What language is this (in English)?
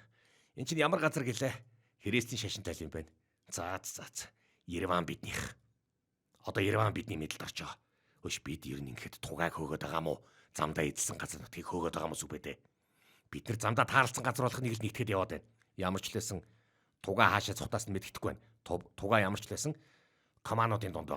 Mongolian